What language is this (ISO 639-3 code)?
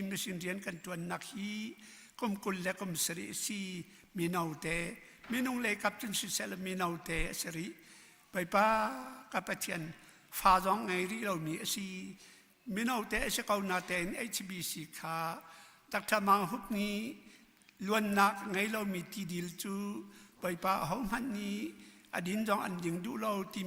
cnh